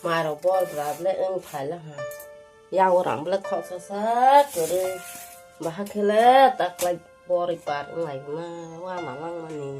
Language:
Kok Borok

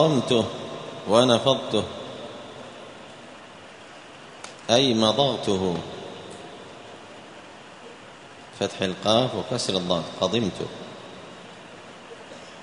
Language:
Arabic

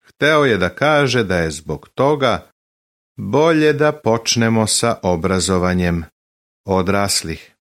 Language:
Serbian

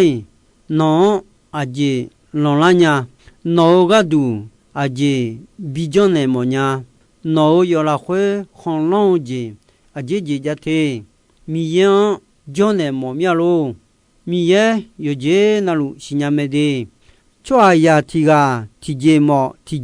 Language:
Akha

